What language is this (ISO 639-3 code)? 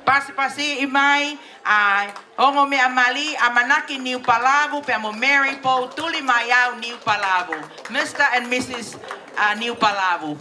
ton